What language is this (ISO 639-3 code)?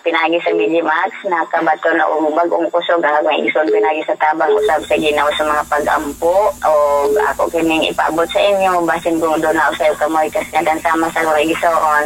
ceb